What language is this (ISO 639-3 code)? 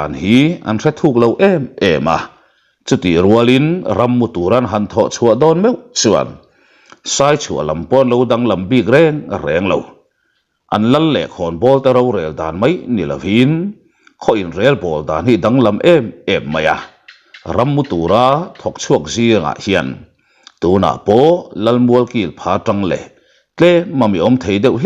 lus